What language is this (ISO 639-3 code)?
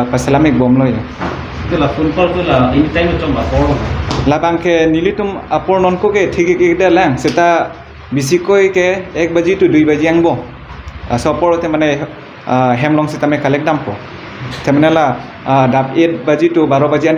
mjw